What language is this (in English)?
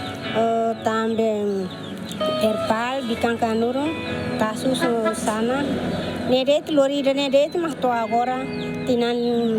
Tetum